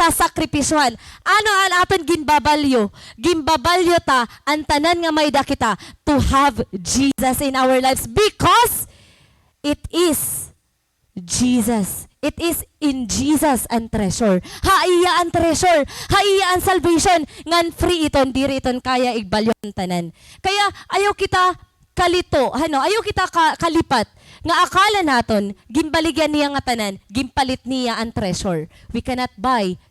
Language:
Waray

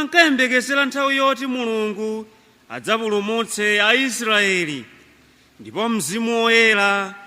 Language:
Nyanja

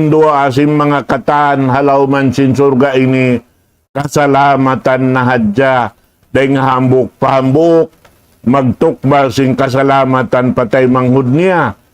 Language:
Tausug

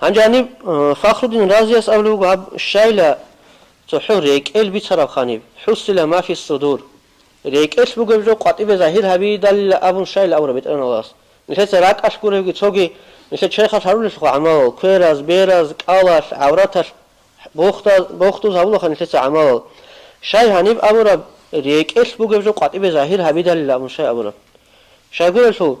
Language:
Avaric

